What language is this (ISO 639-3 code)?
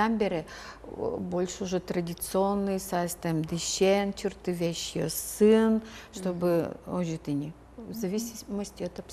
udm